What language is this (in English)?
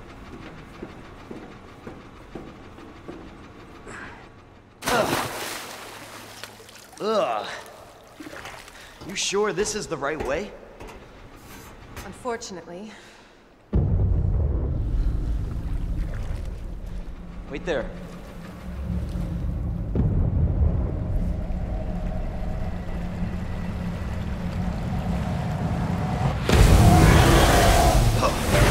English